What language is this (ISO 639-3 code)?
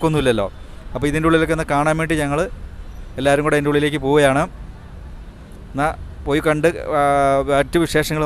mal